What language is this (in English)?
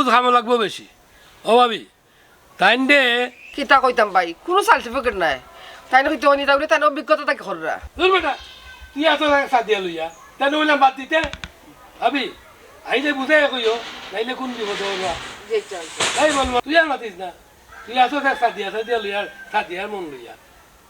Sylheti